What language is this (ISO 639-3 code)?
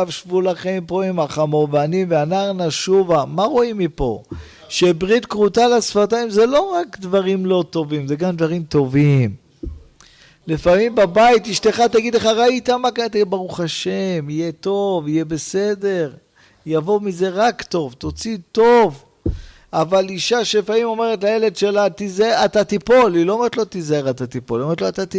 heb